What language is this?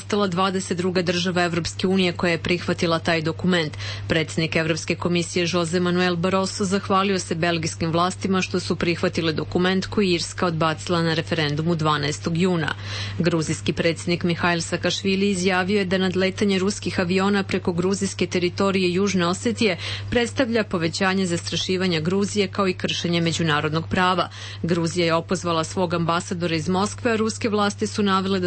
Serbian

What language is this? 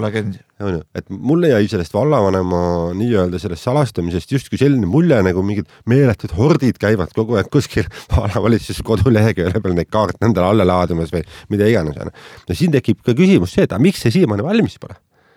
Estonian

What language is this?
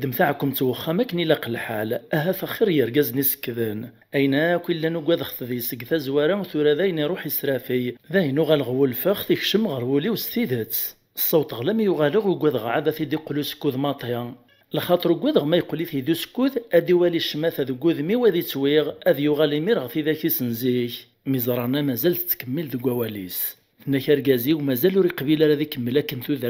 Kabyle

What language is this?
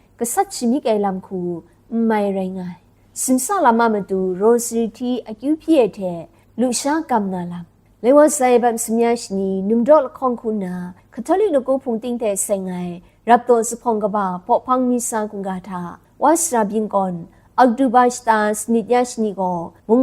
Kachin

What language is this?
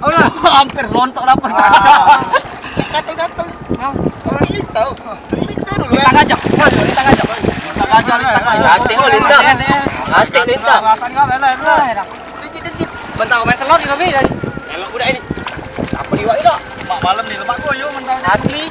Musi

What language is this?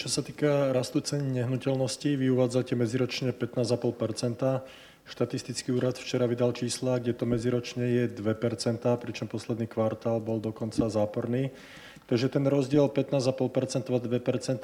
Slovak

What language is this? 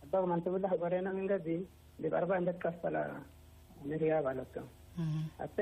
Tigre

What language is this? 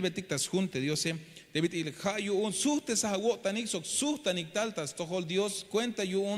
Tzeltal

